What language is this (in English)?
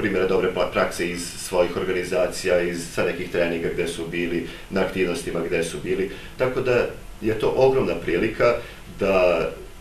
Serbian